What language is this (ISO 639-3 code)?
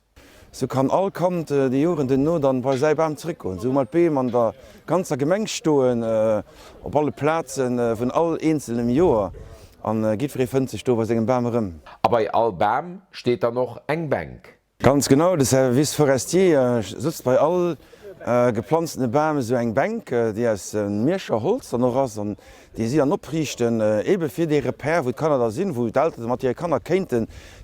ltz